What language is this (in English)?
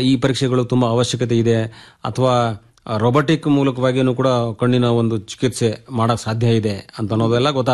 Kannada